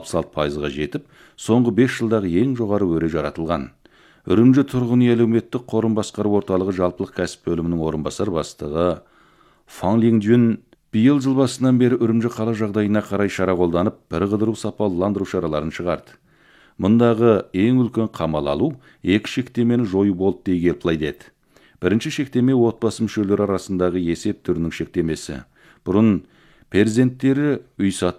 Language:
Kazakh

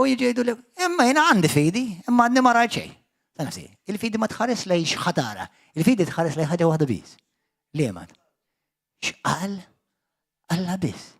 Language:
Maltese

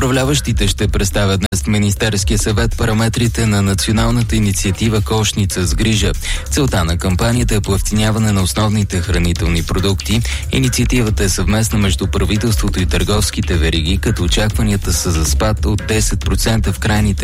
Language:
Bulgarian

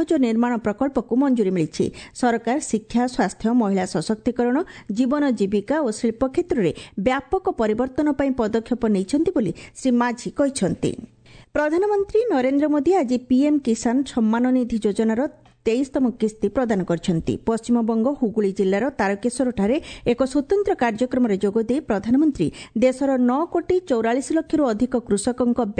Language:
Odia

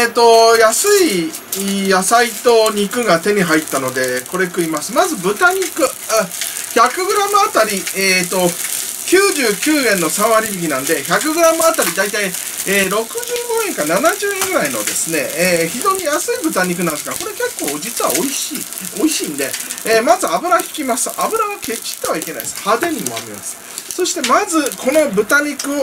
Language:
Japanese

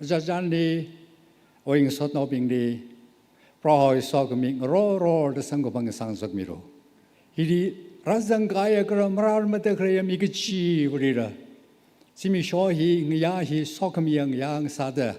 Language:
Tangkhul Naga (India)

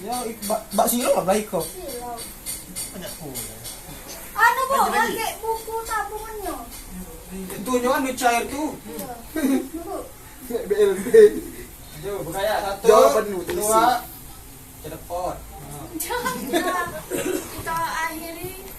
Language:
Musi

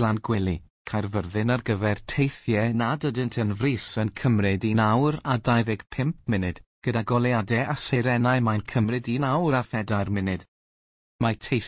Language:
Welsh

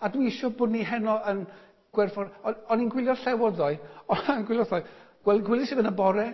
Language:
Welsh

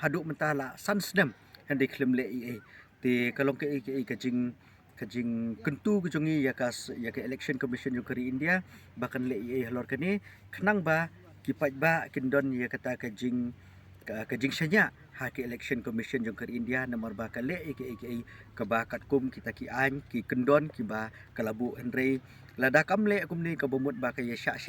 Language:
Khasi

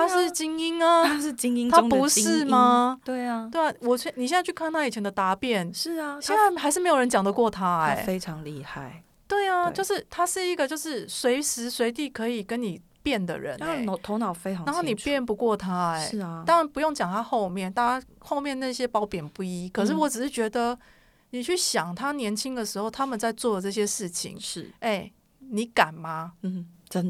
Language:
Chinese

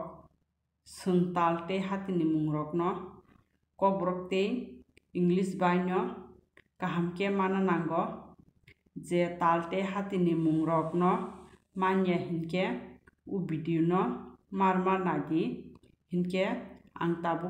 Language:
Kok Borok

